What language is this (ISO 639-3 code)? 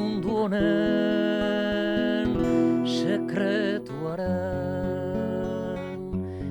eus